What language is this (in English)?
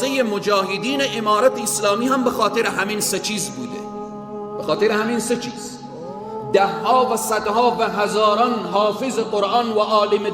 Persian